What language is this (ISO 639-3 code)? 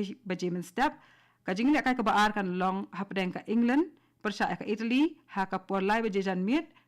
kha